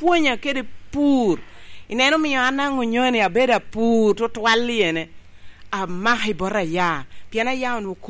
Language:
Lango (Uganda)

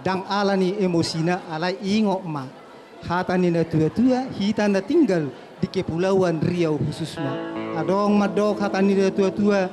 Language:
Batak Toba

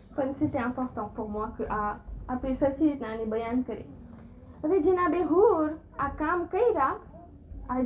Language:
Gujarati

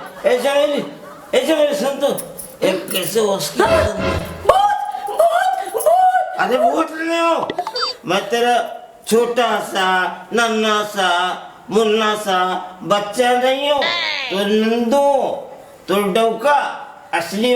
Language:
Chhattisgarhi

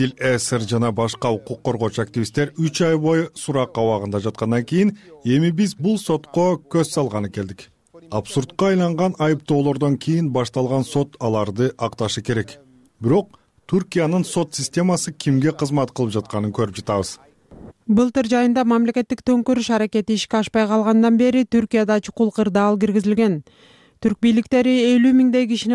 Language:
Kyrgyz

